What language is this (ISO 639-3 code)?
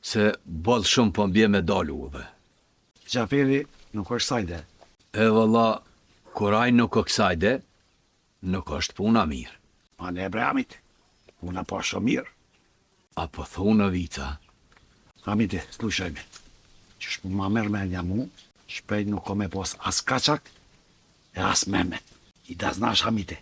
sqi